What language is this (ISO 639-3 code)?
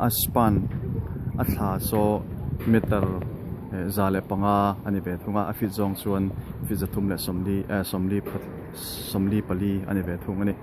lus